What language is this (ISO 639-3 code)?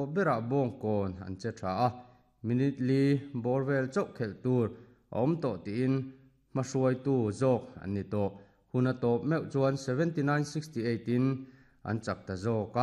lus